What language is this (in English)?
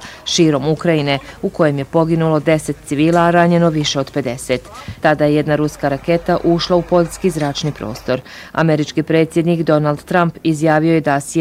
Bosnian